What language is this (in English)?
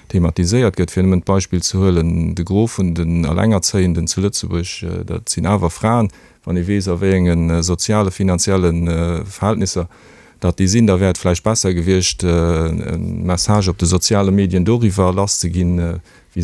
Luxembourgish